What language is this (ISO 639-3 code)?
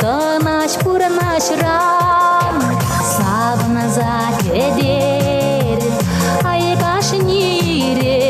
chv